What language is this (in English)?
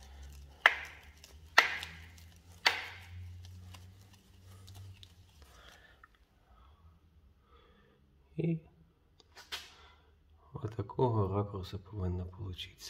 Ukrainian